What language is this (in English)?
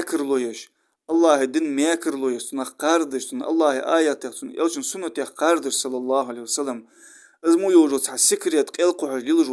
Ingush